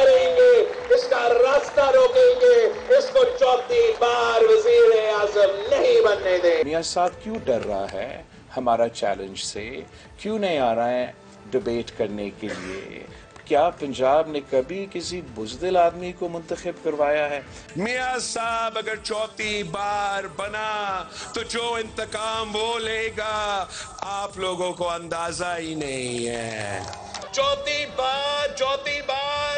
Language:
Urdu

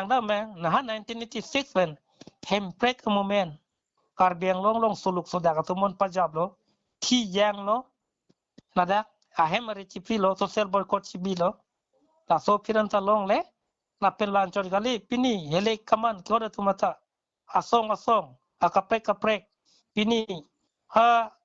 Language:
Karbi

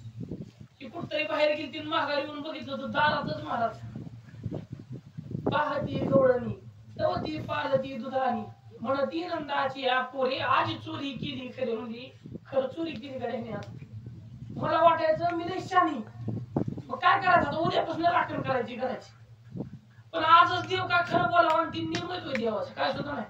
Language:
Marathi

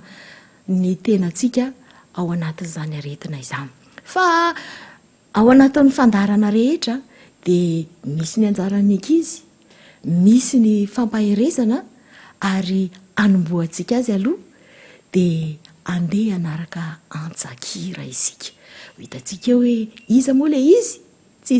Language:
Malagasy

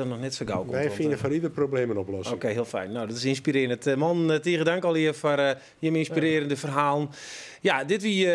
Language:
Western Frisian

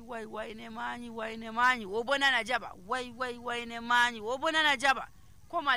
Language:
Nigerian Fulfulde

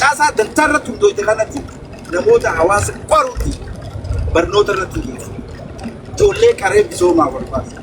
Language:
Oromo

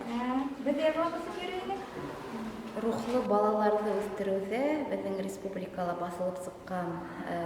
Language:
Bashkir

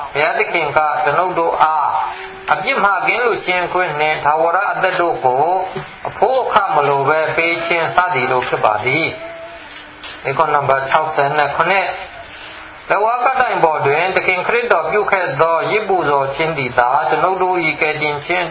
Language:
Burmese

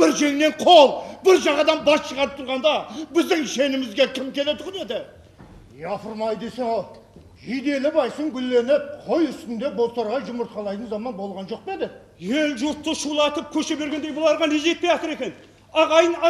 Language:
Kara-Kalpak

